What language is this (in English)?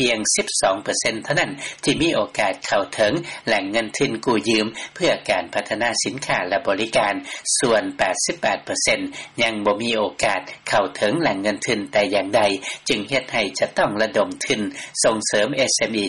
Lao